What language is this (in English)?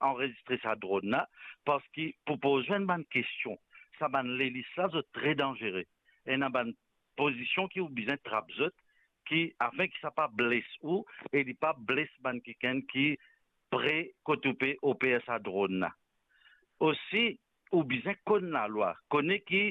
Morisyen